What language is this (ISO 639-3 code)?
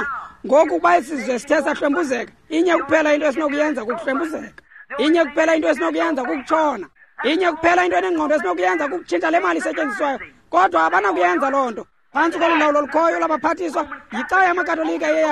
xho